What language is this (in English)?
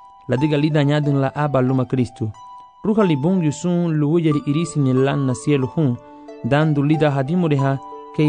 Garifuna